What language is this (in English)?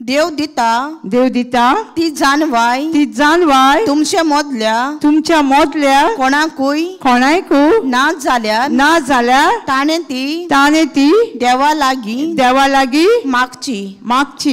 Konkani